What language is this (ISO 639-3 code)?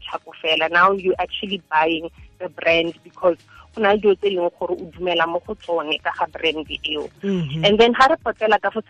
tsn